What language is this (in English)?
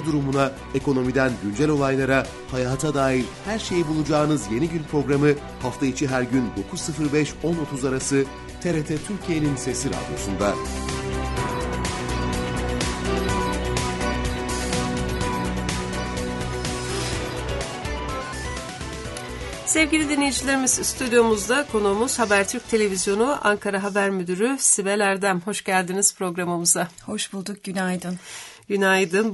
Turkish